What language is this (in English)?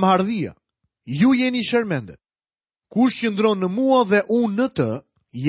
Albanian